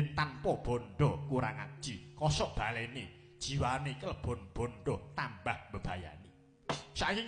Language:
Javanese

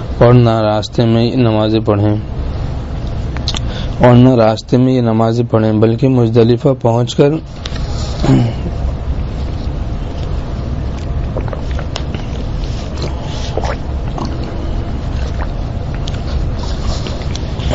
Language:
Urdu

